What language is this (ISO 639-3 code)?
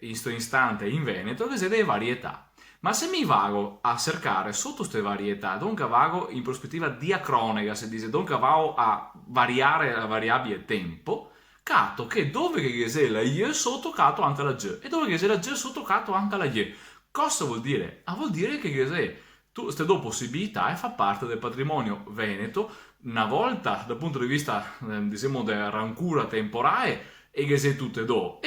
vec